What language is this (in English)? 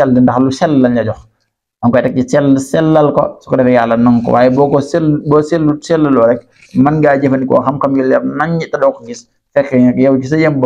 Wolof